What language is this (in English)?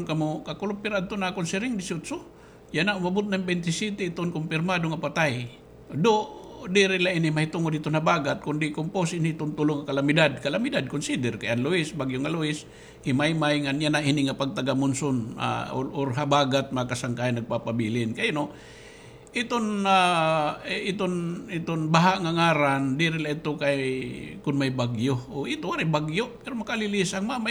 Waray